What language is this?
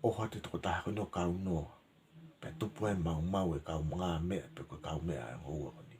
Tongan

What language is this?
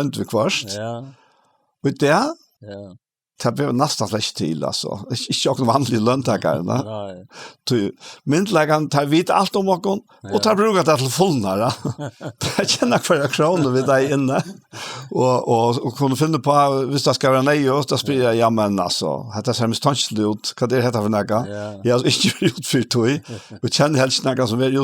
Faroese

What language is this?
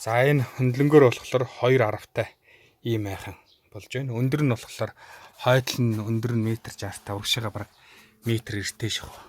Mongolian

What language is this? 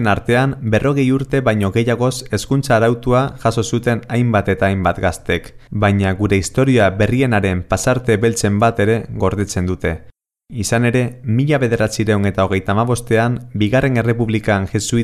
Basque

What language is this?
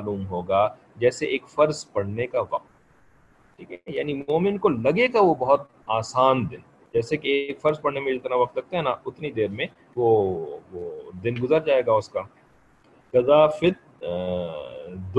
Urdu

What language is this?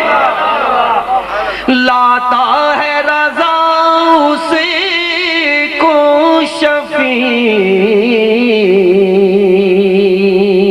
Urdu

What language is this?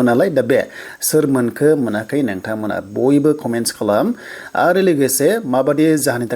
Bodo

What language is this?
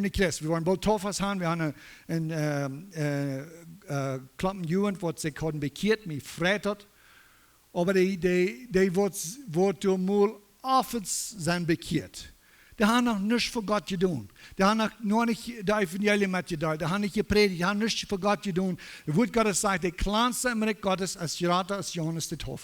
Plautdietsch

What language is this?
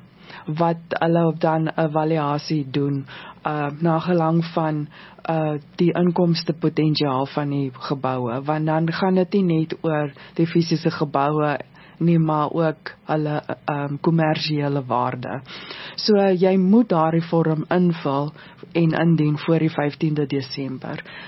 Afrikaans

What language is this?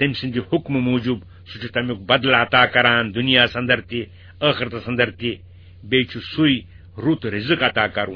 Kashmiri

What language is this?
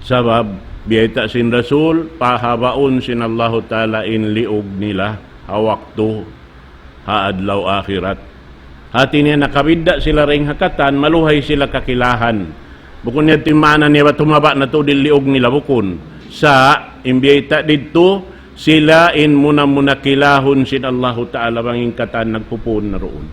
Tausug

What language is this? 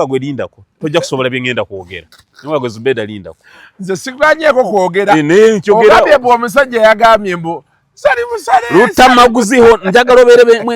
Ganda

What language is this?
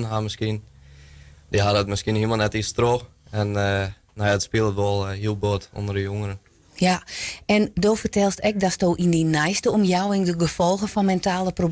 Western Frisian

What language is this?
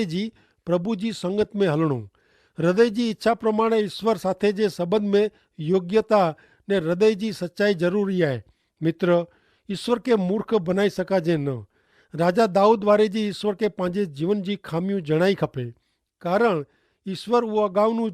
Kachhi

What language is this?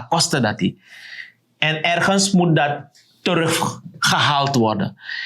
Sranan Tongo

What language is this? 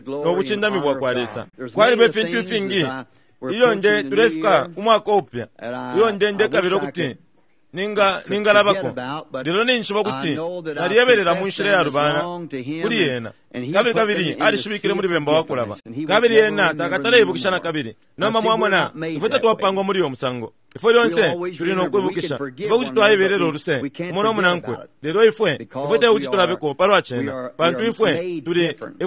Bemba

